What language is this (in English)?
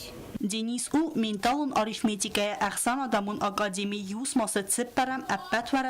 Ossetic